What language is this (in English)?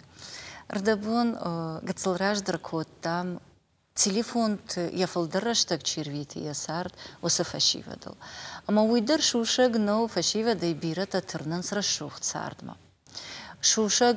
Ossetic